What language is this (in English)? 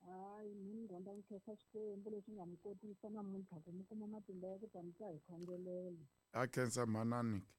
Tsonga